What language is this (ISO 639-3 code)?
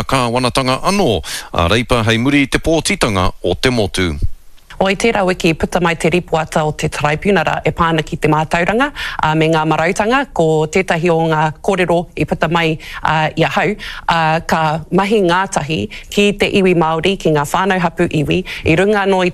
mri